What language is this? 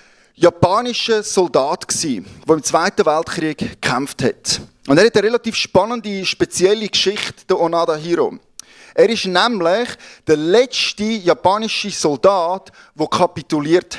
Swiss German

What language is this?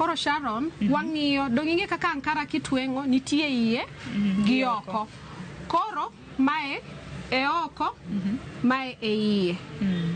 Luo (Kenya and Tanzania)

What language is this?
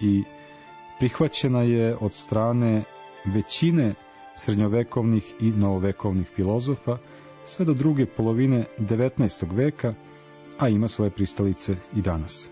Serbian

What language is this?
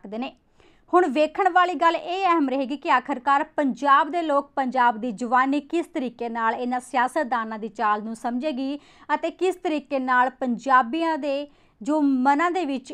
Punjabi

